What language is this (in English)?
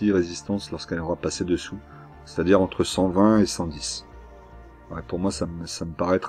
French